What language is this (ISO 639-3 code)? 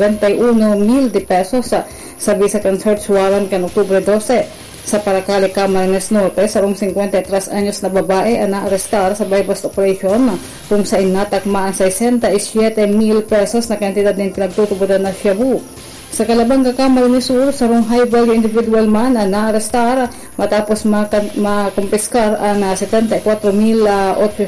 bik